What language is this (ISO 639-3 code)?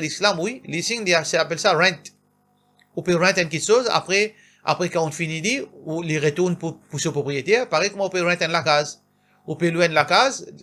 mfe